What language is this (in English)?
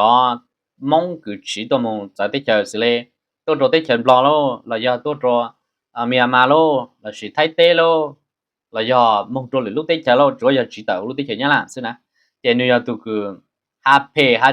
Hmong